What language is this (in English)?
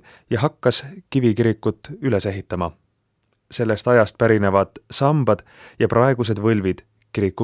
Estonian